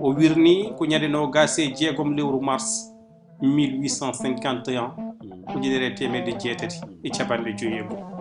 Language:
Fula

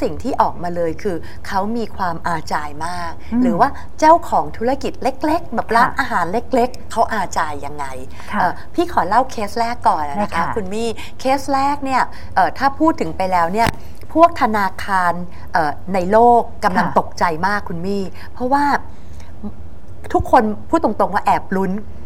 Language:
Thai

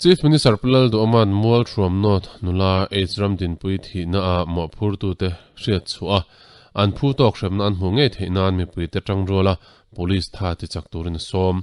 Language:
Mizo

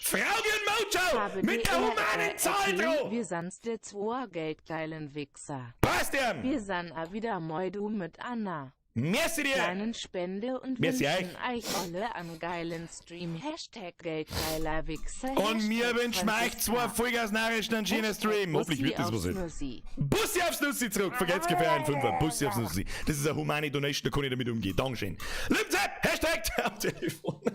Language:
Bavarian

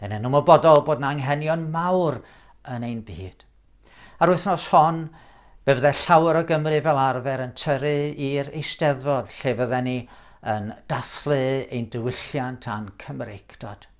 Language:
Welsh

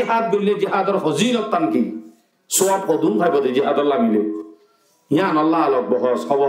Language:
Rohingya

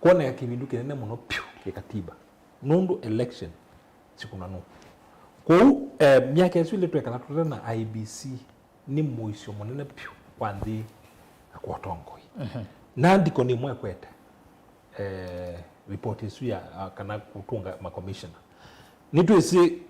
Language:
Kamba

